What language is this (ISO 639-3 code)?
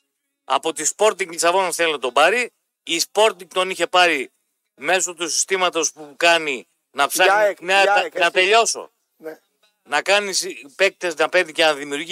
ell